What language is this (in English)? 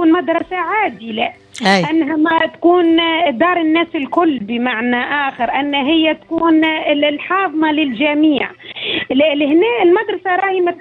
Tunisian Arabic